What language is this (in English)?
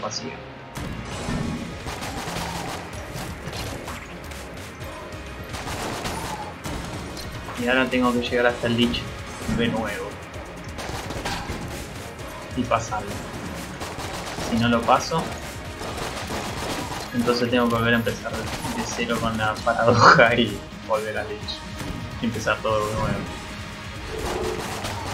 Spanish